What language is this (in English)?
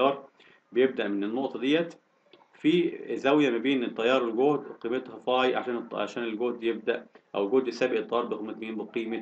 Egyptian Arabic